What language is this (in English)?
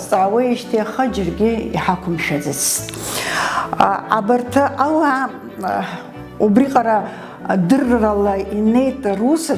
Abkhazian